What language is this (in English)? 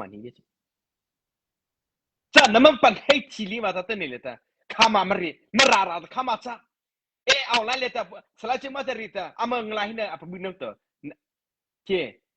Mara Chin